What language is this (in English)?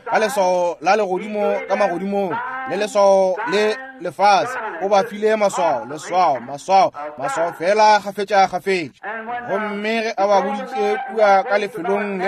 Northern Sotho